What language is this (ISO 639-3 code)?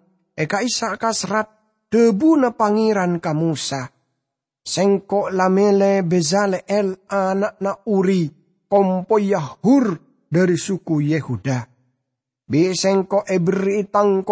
mad